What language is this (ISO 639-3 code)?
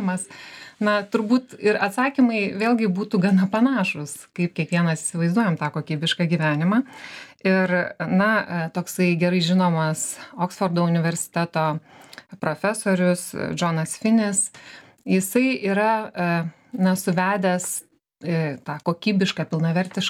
lit